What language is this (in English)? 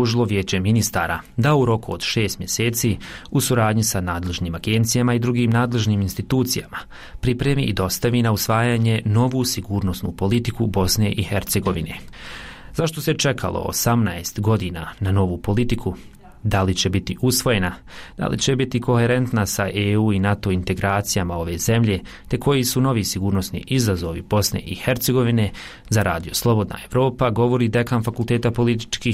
Bosnian